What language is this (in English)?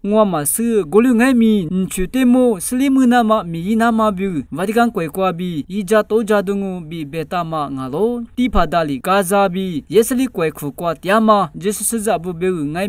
Lisu